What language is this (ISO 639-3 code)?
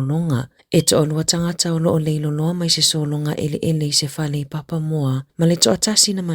smo